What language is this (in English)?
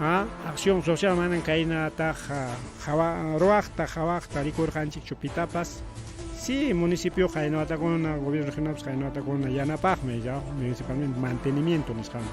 Ayacucho Quechua